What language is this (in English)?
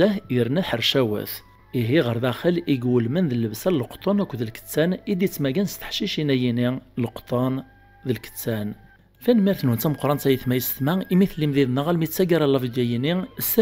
Kabyle